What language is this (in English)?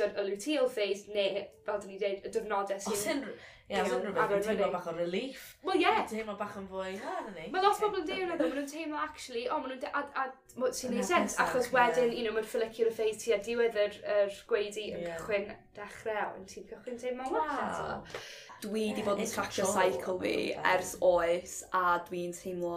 Welsh